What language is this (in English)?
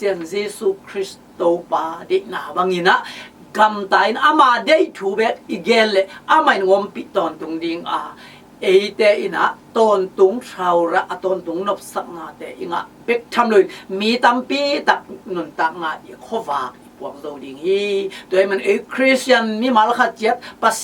Tedim Chin